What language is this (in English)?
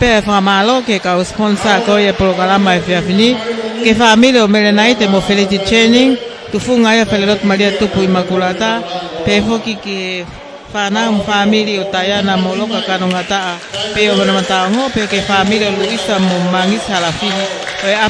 Tongan